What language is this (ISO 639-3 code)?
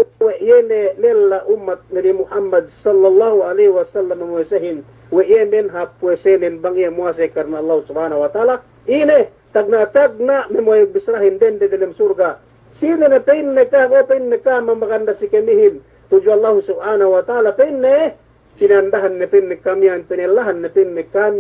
yka